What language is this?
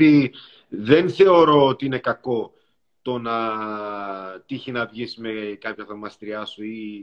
Greek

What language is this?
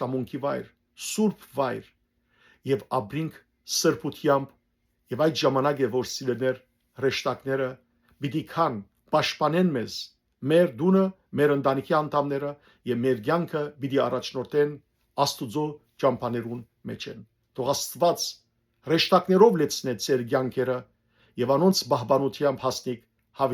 Western Armenian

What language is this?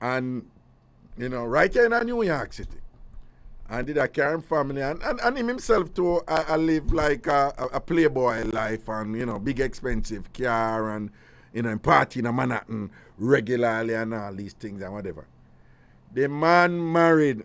Jamaican Creole English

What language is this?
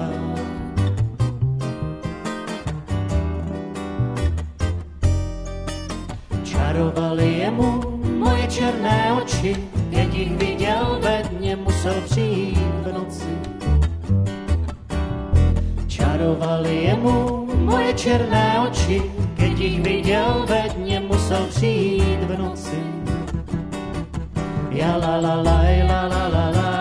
Czech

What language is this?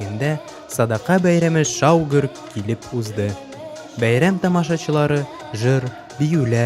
Tatar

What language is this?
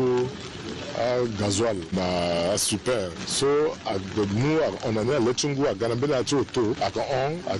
Sango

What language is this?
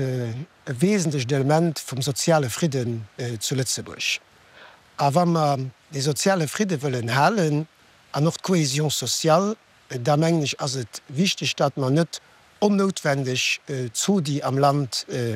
Luxembourgish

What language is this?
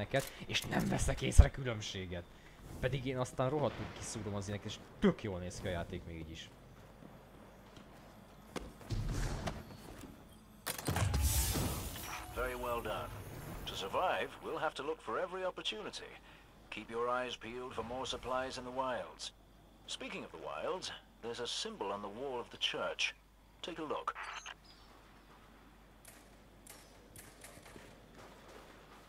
Hungarian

